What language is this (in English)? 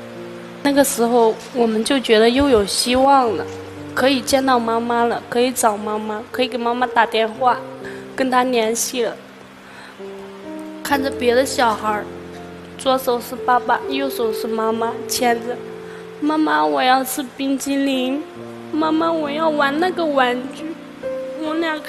Chinese